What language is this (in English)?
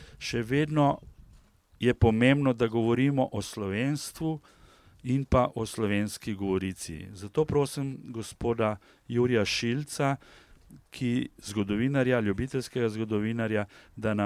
Slovenian